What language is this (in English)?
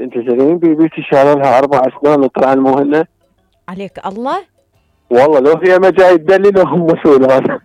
Mesopotamian Arabic